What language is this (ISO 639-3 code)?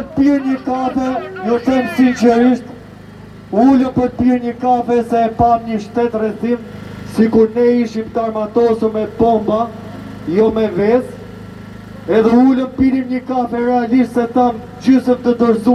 sqi